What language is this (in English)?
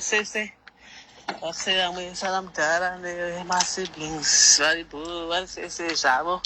Shona